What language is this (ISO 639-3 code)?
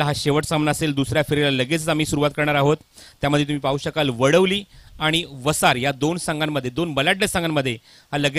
mar